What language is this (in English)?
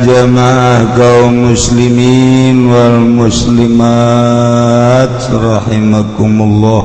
Sundanese